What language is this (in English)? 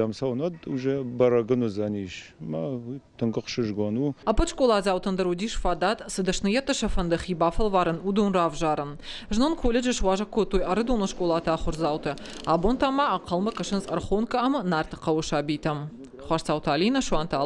Ossetic